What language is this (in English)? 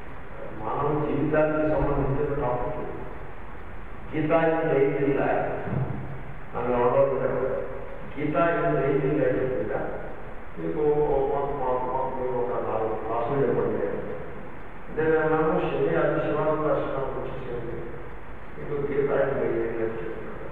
Telugu